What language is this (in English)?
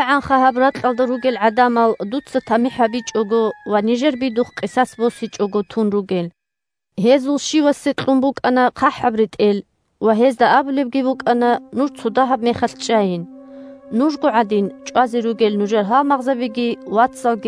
Avaric